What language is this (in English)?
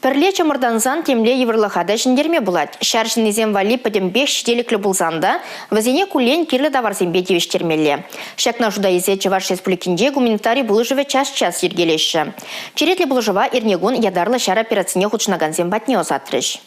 Chuvash